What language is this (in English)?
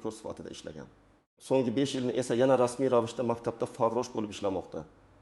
Uzbek